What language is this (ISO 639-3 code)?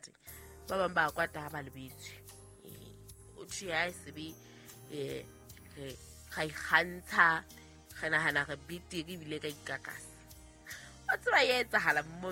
sot